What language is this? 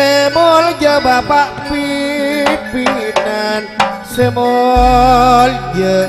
Madurese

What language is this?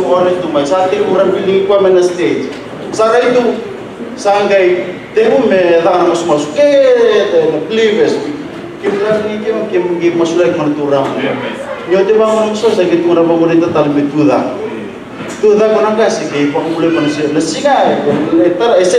Fijian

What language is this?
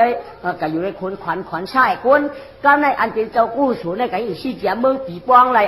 Shan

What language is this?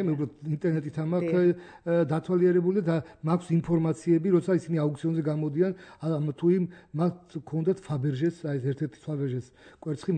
Georgian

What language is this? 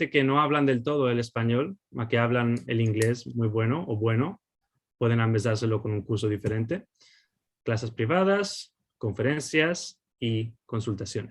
Ladino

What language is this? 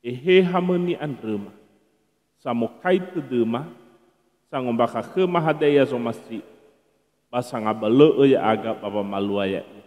Nias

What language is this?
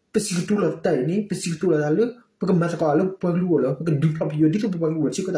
S'gaw Karen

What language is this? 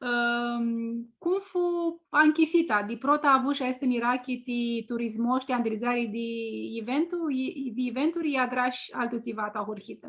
Aromanian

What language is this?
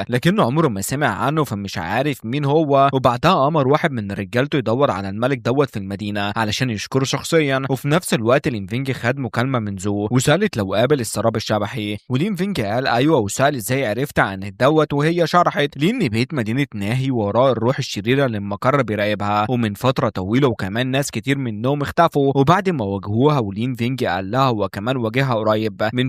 Egyptian Arabic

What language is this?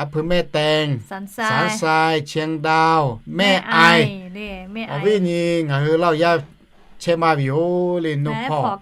Lahu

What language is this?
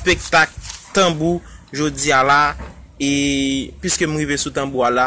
Haitian Creole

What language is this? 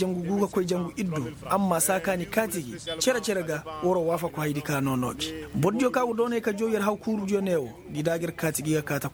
Koyraboro Senni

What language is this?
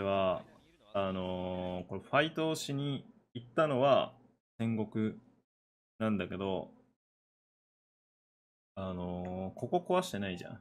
Japanese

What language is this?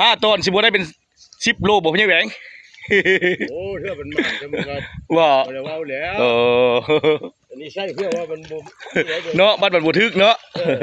Northeastern Thai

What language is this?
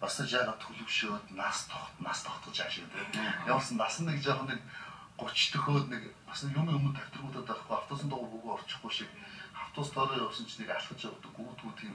Mongolian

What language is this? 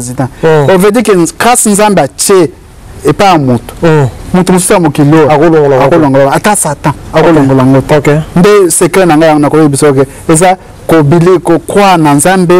Lingala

